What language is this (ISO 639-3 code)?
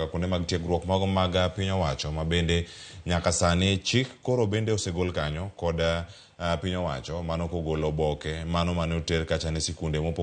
luo